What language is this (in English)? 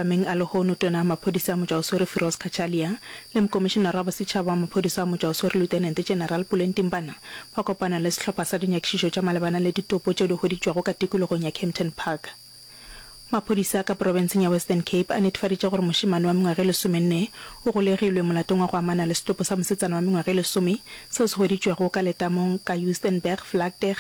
Northern Sotho